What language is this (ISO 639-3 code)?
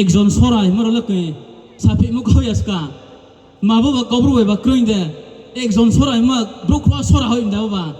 ria